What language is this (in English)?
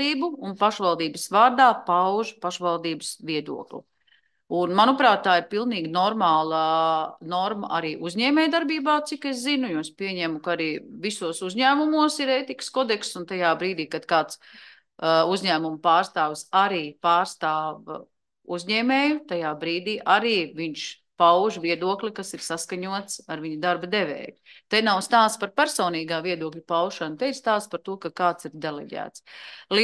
Latvian